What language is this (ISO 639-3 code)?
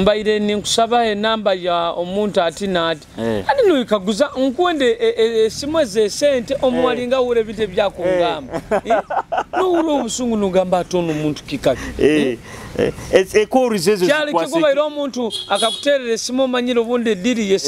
nyo